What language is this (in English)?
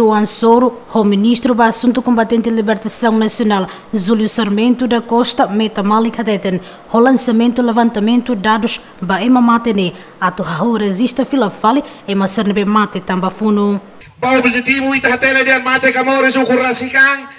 Tetum